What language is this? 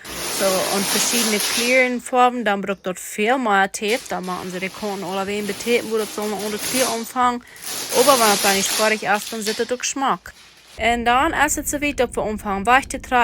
Plautdietsch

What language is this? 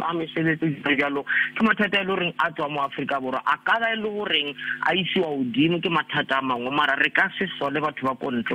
Southern Sotho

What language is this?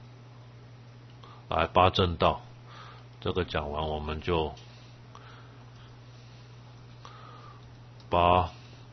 Chinese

